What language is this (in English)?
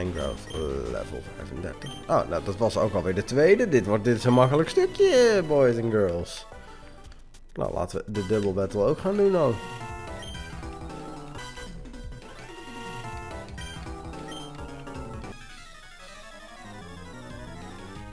Dutch